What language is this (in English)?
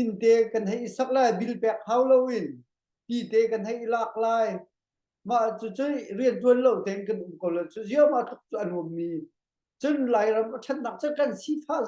Hakha Chin